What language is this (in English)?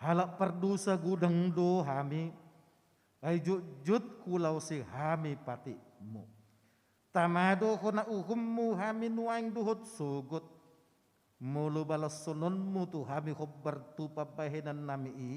Batak Toba